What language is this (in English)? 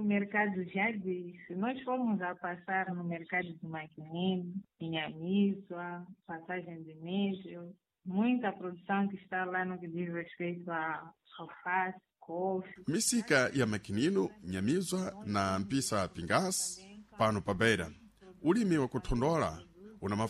Sena